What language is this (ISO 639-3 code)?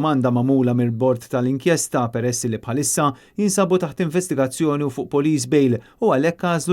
mlt